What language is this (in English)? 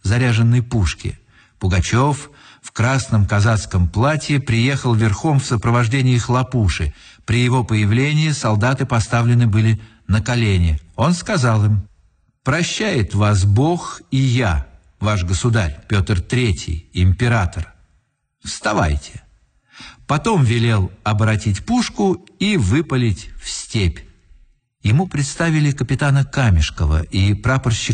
Russian